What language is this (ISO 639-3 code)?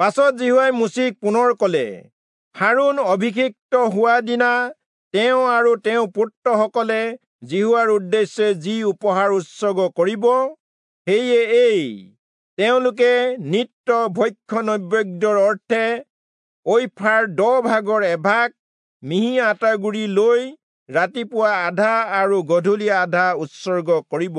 asm